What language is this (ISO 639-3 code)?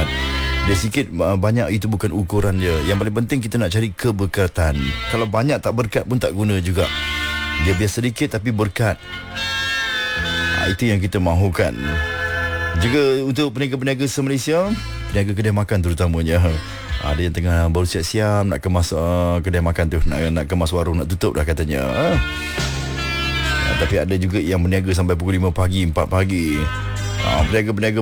msa